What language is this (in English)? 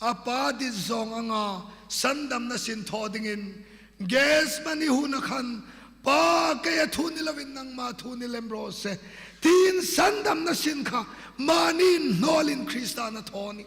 Hmar